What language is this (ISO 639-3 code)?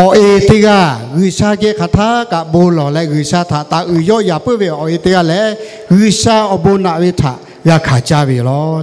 lhu